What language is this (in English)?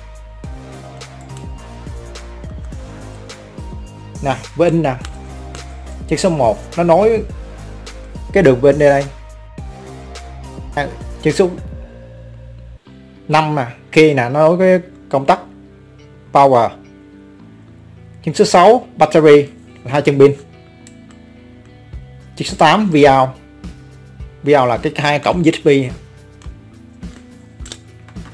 Vietnamese